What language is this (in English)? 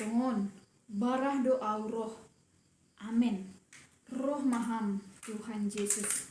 Batak Simalungun